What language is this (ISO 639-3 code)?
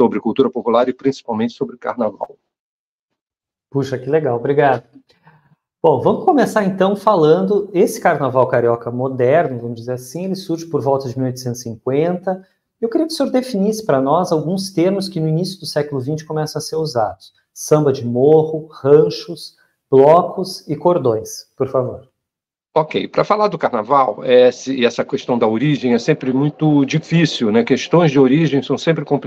por